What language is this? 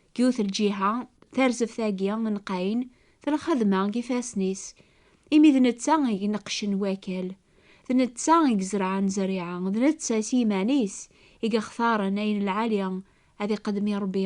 Kabyle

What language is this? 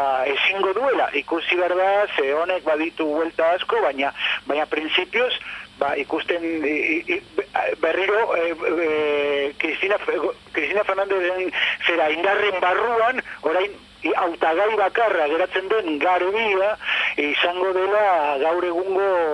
Basque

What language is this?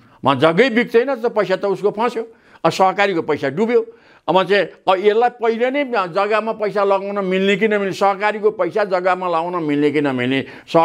Nepali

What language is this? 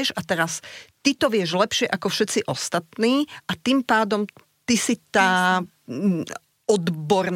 Slovak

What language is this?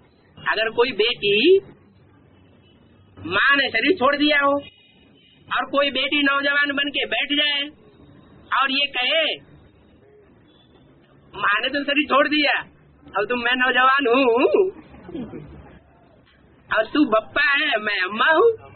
Hindi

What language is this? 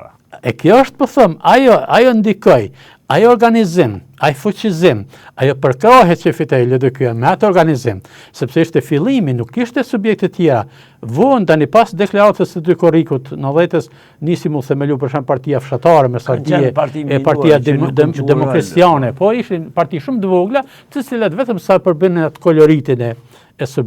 Albanian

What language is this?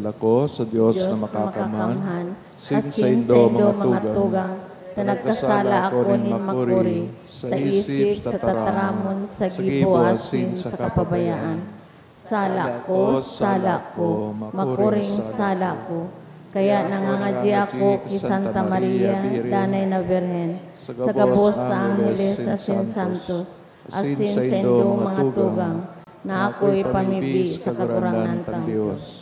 Bikol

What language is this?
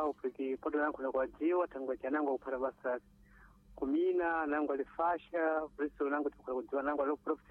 Sena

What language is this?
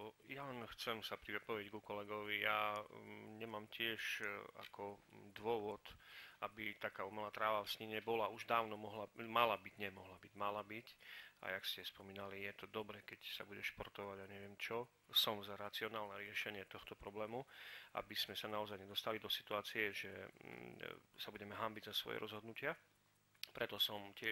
Slovak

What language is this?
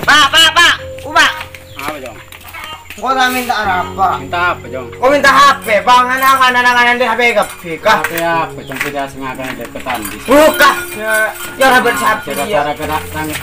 Madurese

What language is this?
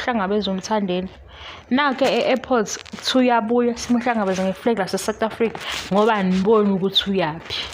Zulu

